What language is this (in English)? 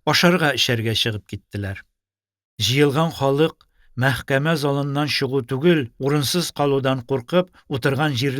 Tatar